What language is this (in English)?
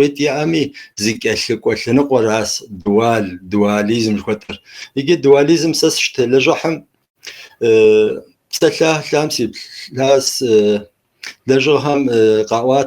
Kabardian